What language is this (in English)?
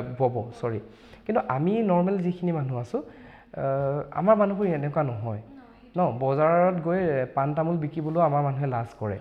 Assamese